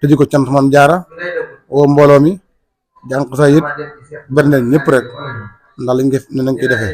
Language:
Wolof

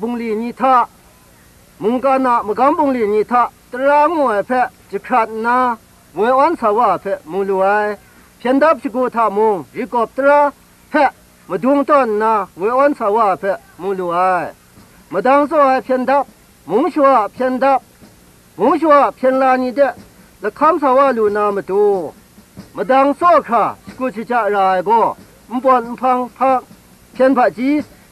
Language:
Kachin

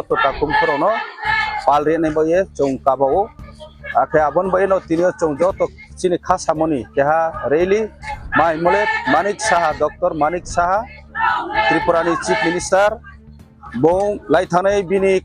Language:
Riang (India)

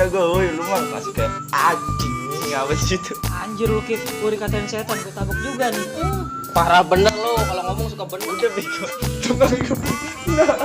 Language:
Betawi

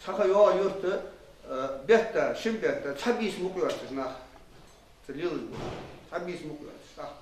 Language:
Ingush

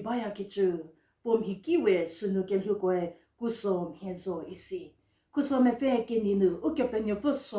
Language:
Angami Naga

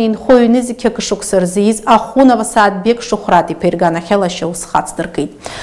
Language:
Abkhazian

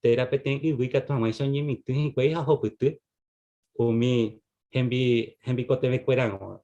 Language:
Guarani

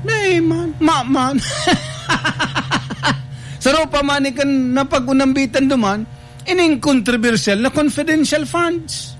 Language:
Bikol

